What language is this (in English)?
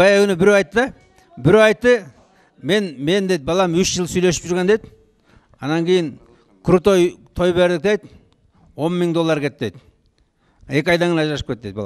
Kyrgyz